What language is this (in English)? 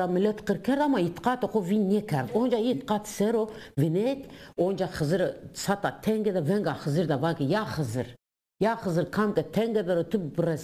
Zaza